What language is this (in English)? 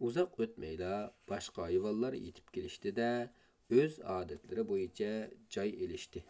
Uyghur